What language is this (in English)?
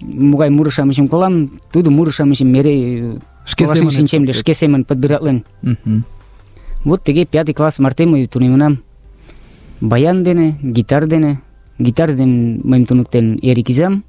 Mari